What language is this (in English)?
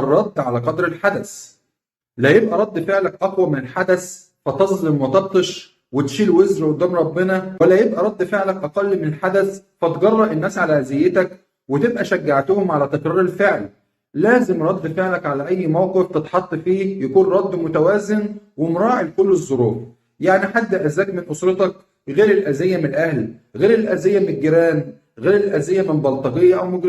Egyptian Arabic